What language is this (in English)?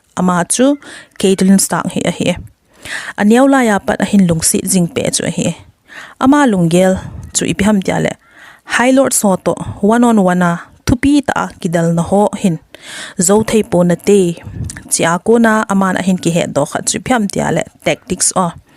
Thado Chin